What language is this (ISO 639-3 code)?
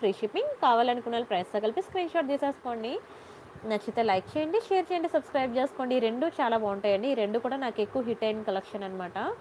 tel